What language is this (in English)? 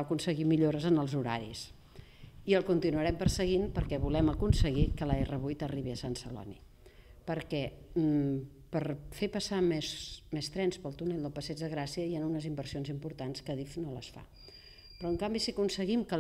Catalan